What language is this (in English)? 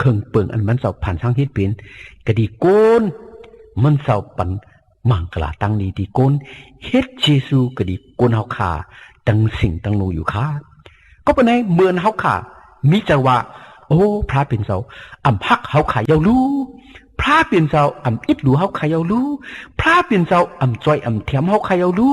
Shan